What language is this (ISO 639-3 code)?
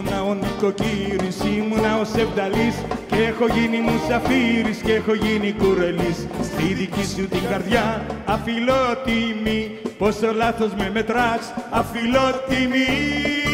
ell